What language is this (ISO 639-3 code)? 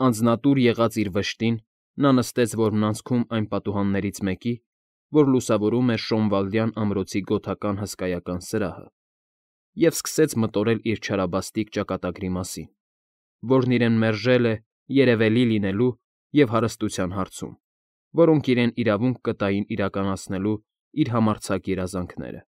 hye